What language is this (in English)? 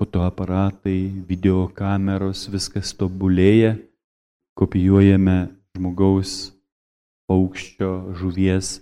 Lithuanian